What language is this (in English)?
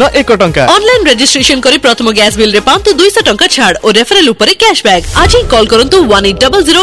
Odia